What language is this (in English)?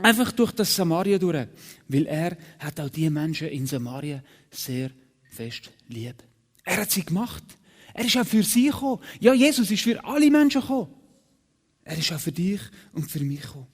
Swiss German